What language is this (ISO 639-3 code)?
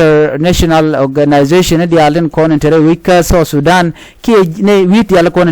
nus